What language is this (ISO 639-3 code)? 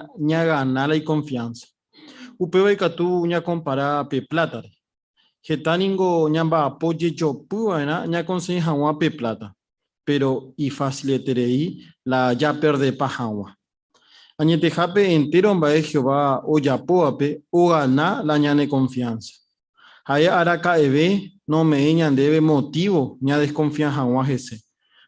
grn